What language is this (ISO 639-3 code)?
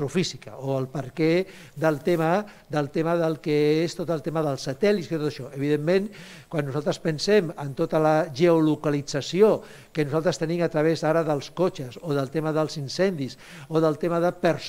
cat